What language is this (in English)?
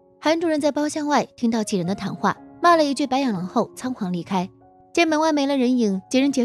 Chinese